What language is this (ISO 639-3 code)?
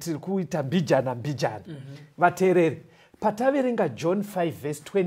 sna